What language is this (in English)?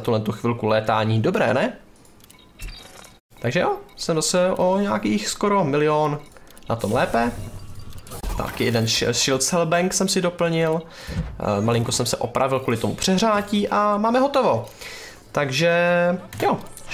Czech